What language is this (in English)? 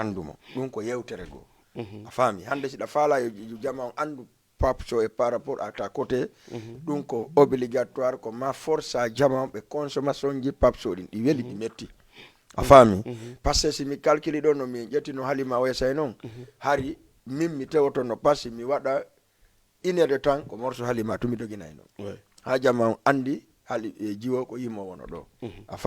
Fula